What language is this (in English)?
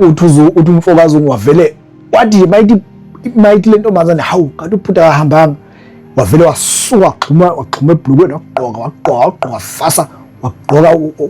Zulu